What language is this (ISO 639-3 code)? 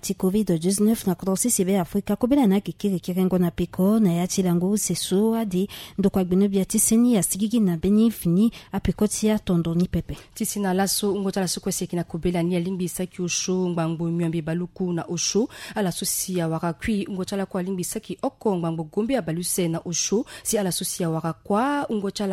sag